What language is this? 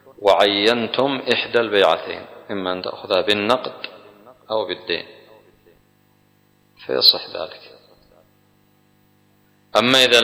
Arabic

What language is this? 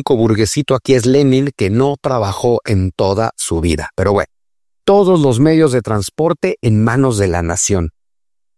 Spanish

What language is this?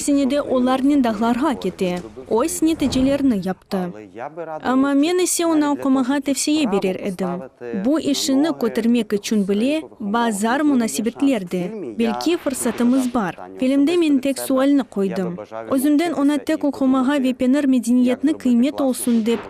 Crimean Tatar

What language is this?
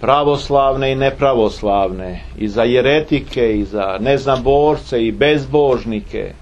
Serbian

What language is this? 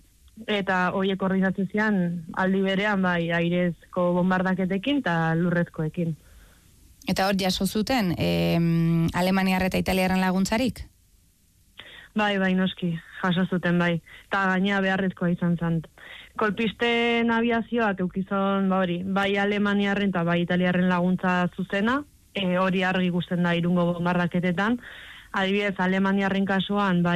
Basque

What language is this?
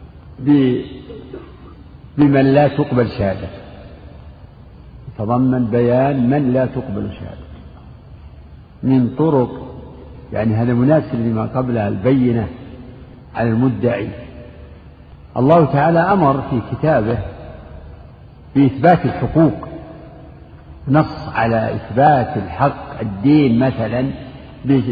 Arabic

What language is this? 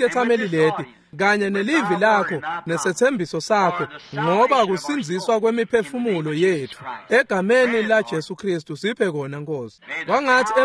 Swati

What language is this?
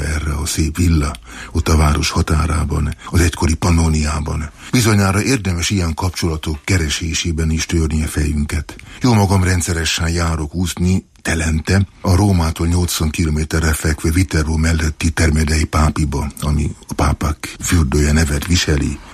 Hungarian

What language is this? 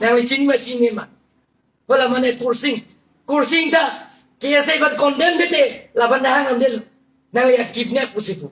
Karbi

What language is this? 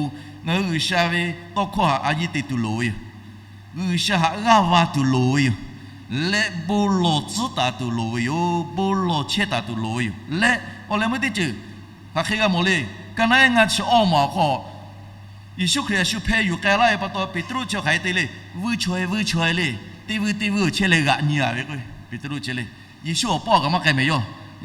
Lahu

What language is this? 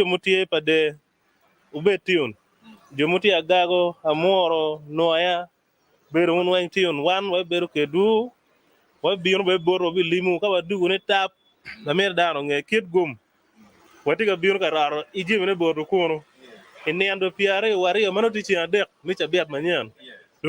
Acoli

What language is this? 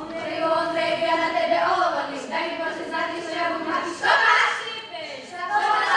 Rusyn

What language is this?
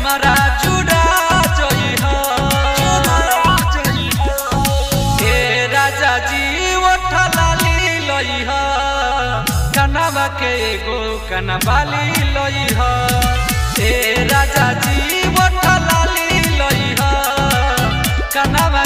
Bhojpuri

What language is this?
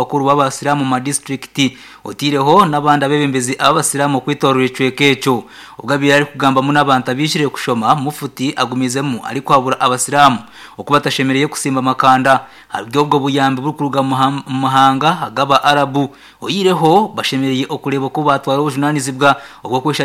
Nyankole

